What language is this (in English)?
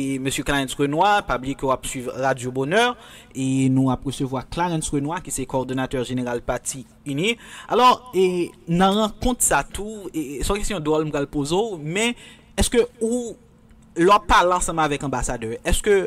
Haitian Creole